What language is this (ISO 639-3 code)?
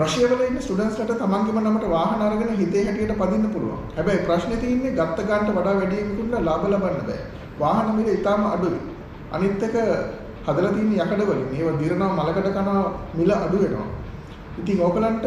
sin